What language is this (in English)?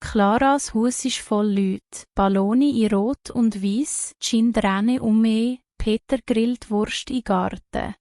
Swiss German